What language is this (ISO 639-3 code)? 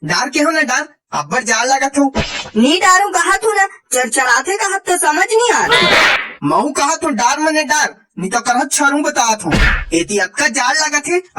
hne